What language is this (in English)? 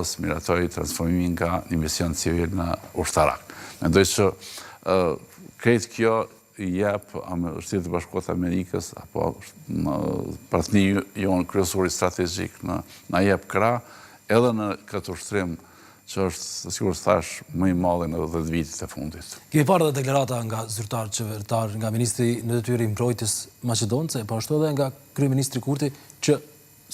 Albanian